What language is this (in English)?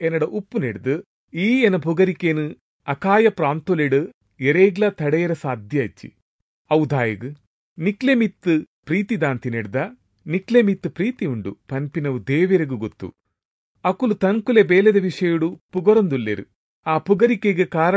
Tulu